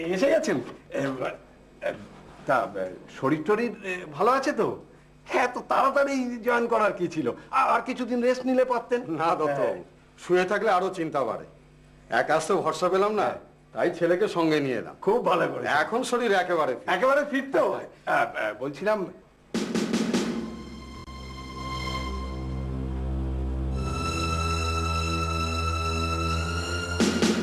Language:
Bangla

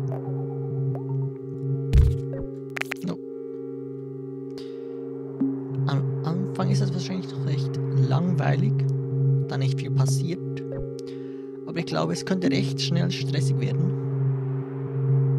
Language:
German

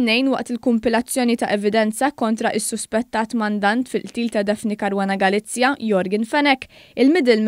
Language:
Maltese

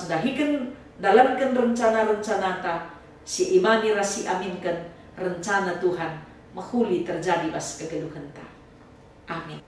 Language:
Batak Karo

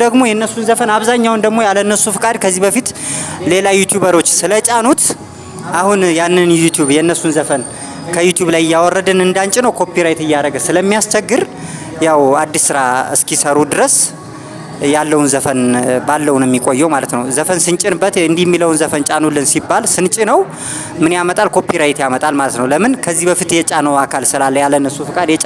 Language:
Amharic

